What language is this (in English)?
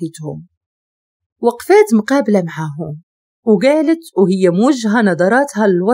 Moroccan Arabic